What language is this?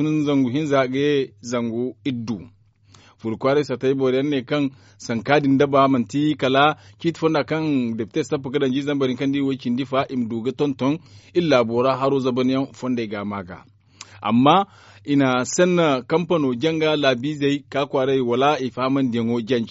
Zarma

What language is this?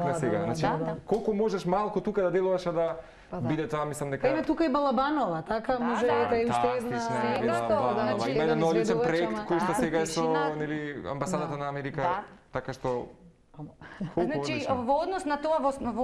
Macedonian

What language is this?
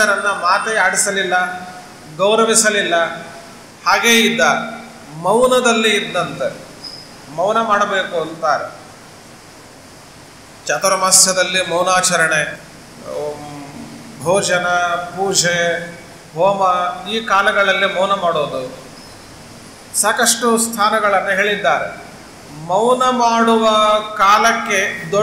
Kannada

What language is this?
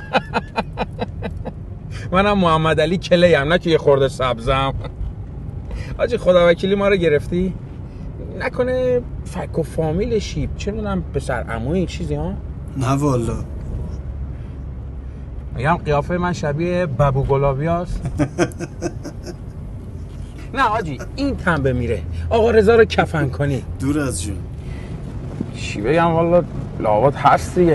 Persian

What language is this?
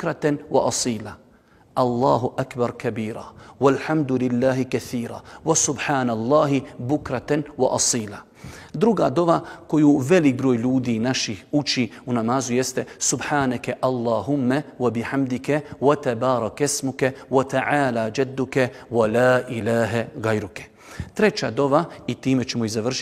Bosnian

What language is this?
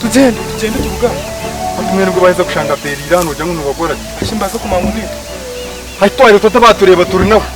Nyankole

